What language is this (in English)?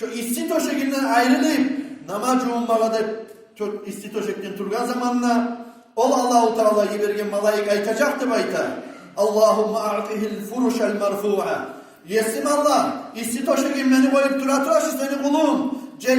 Kumyk